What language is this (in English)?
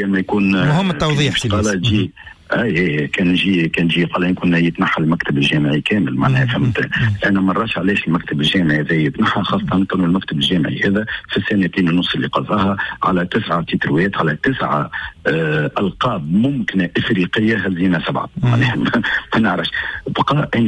Tunisian Arabic